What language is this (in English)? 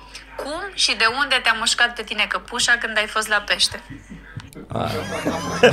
Romanian